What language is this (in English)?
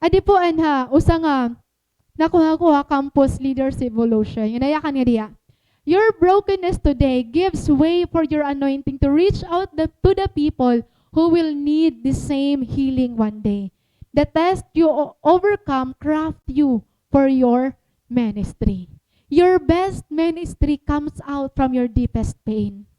Waray